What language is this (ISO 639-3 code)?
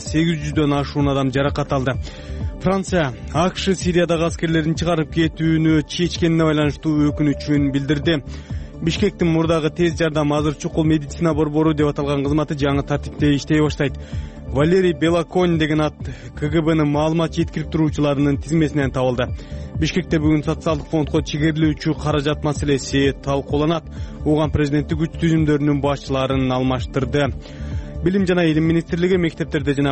kir